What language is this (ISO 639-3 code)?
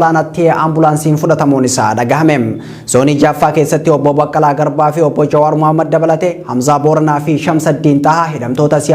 orm